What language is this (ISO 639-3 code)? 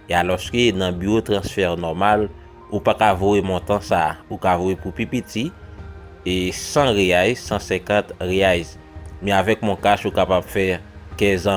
hat